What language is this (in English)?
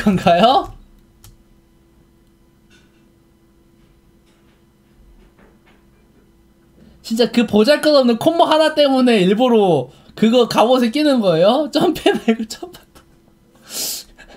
Korean